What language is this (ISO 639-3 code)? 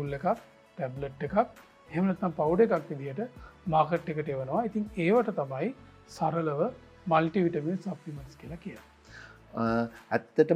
sin